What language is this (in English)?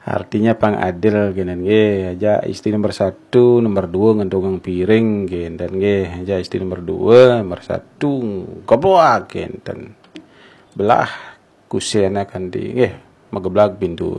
Balinese